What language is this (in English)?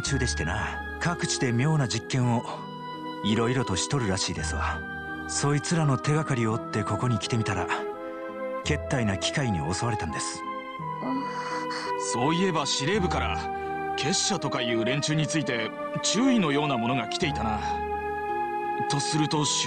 Japanese